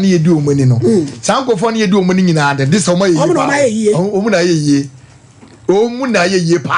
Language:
Akan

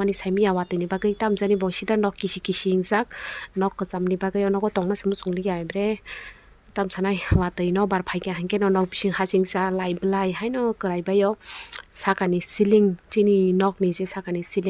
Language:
Kok Borok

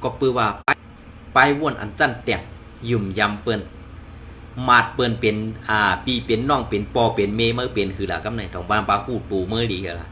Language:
Shan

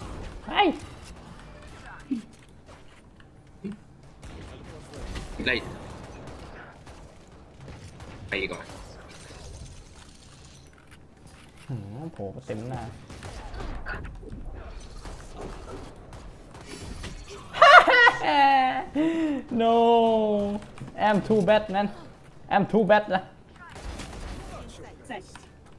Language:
Thai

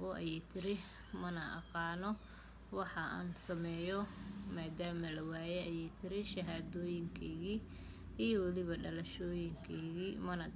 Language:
Somali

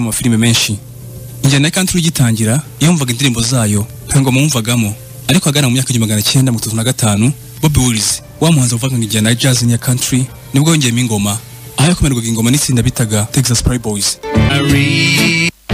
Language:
Kinyarwanda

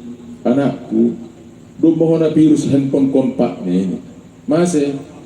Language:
Batak Simalungun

